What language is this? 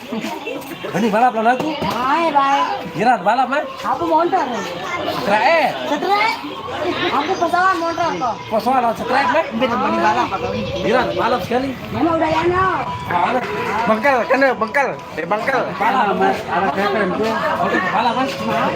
Sasak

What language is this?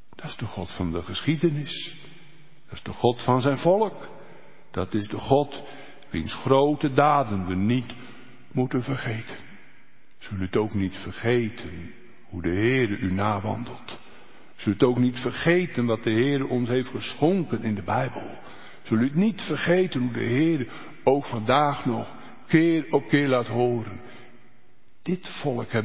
Dutch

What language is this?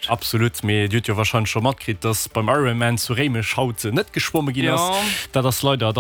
Luxembourgish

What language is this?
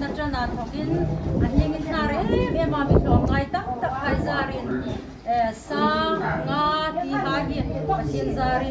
Hmar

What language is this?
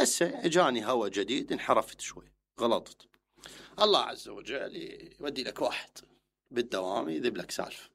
Mesopotamian Arabic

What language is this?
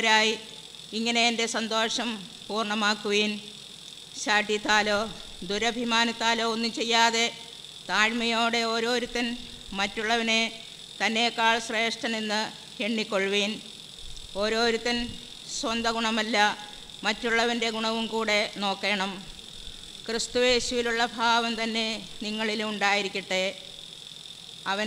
Malayalam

